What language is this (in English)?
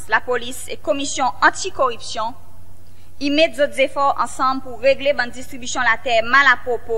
Seselwa Creole French